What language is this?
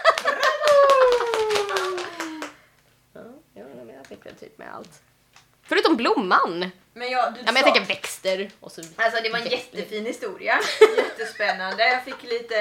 Swedish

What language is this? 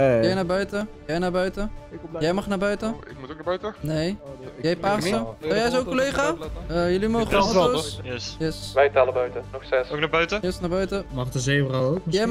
Dutch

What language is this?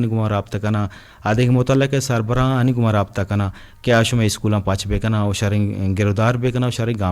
Eastern Balochi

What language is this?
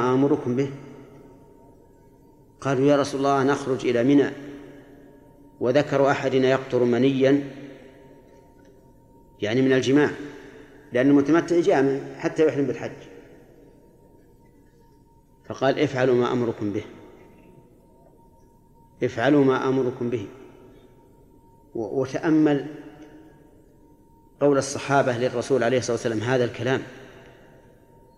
Arabic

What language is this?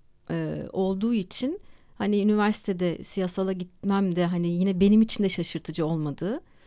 Turkish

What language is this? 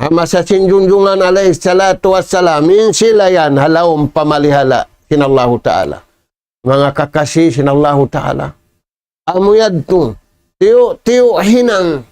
Tausug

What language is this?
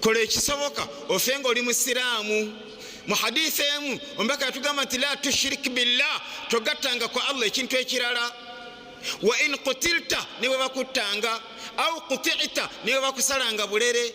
Ganda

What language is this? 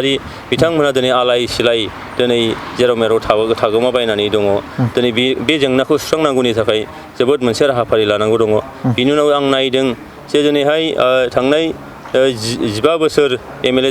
Bodo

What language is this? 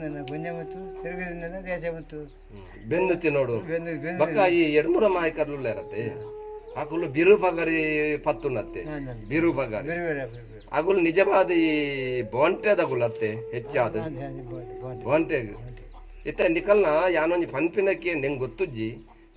Tulu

